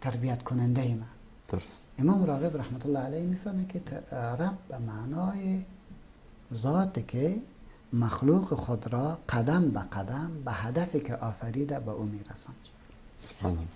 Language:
Persian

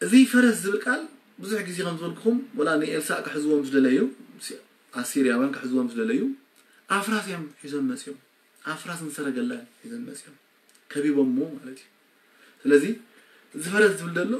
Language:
Tigrinya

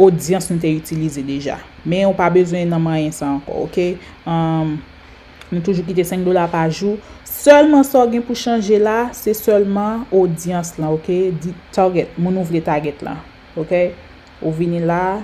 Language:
Haitian Creole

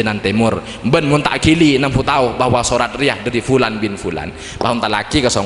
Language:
Madurese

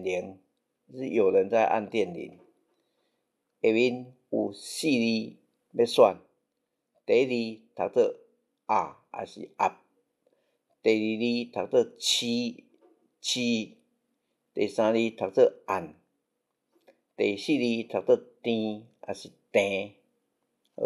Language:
Min Nan Chinese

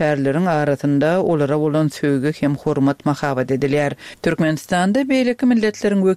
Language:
Turkmen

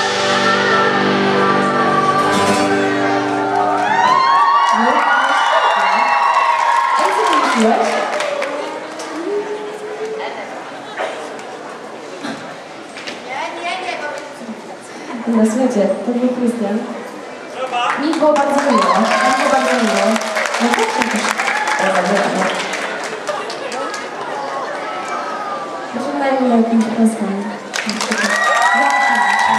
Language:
Polish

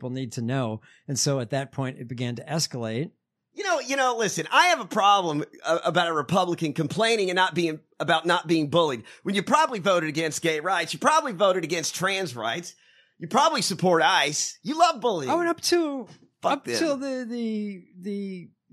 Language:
English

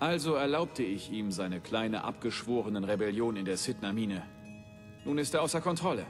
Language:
Bavarian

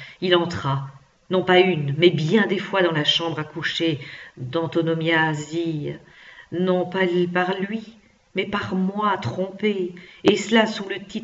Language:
French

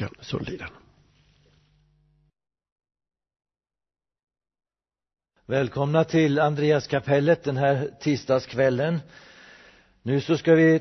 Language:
Swedish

